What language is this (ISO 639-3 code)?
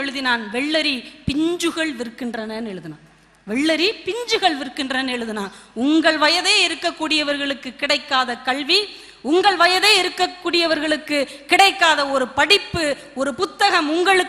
tam